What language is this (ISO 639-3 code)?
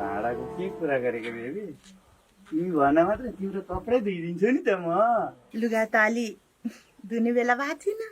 nep